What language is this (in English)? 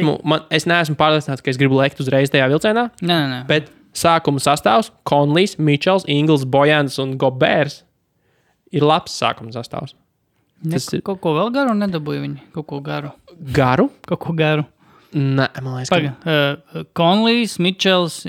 Latvian